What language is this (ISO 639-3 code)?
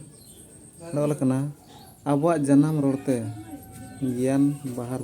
sat